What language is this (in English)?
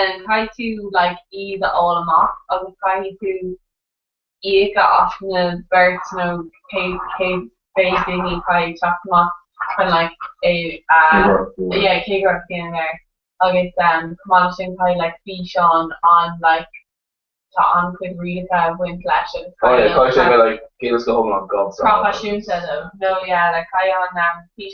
Irish